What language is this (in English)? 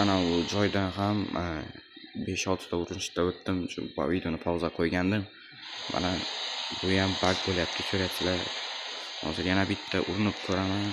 Uzbek